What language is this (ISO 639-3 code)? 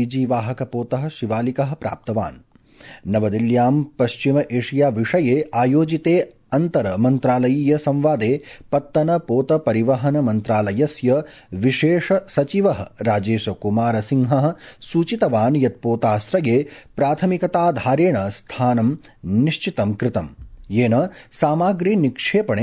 san